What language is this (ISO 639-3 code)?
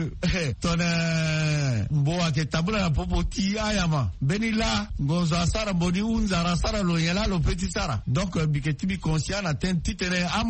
sag